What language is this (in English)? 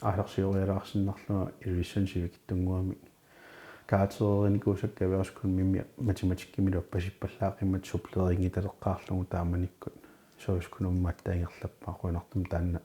Kalaallisut